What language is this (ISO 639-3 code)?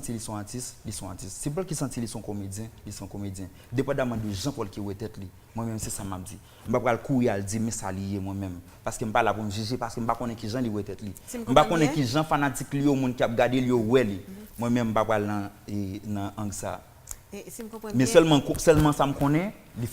hat